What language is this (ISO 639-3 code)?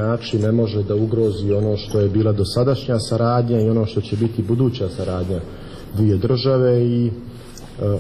srp